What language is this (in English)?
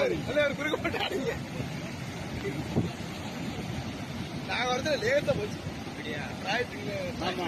Tamil